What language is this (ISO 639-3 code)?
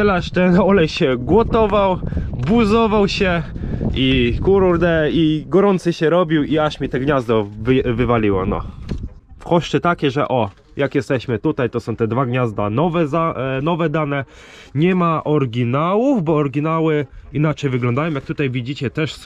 pol